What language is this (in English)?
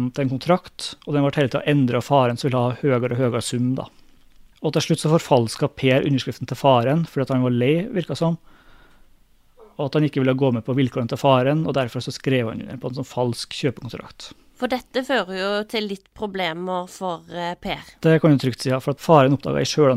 Norwegian